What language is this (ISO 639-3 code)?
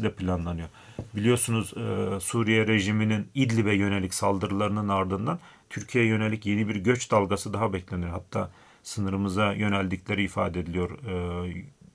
tur